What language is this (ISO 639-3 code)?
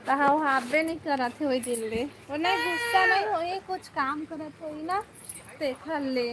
hne